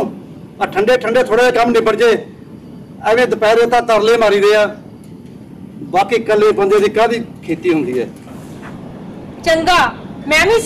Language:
Punjabi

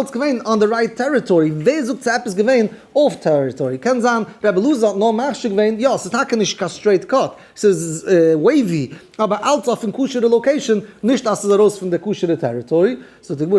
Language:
Yiddish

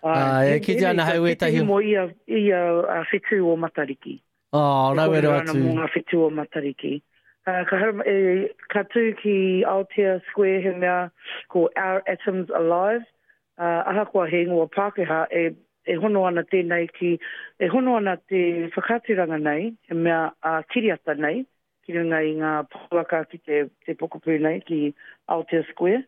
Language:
Māori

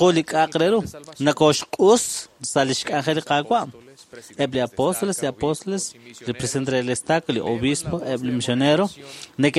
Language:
Kekchí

